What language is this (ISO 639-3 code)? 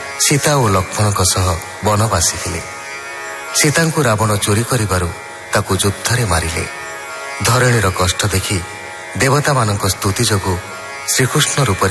ori